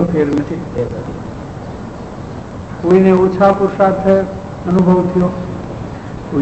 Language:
Gujarati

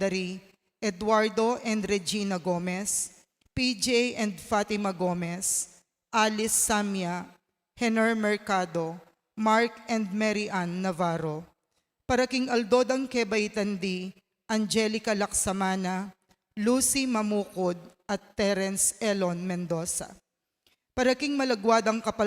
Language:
Pampanga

